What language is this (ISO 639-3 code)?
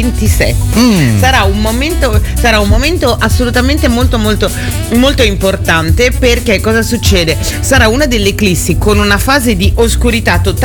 ita